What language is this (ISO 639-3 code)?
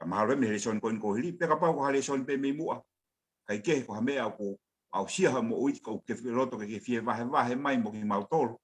ton